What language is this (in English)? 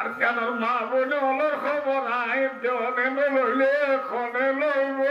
Rohingya